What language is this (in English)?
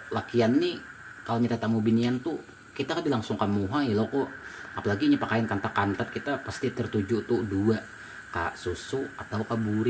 Banjar